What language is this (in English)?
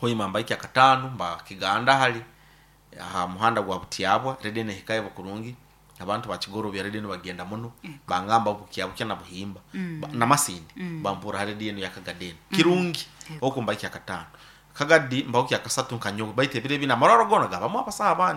Nyoro